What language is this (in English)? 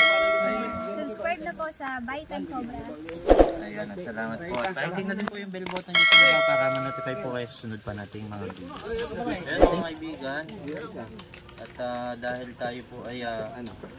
Filipino